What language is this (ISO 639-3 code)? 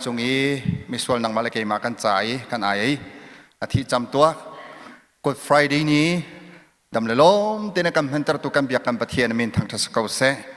cnh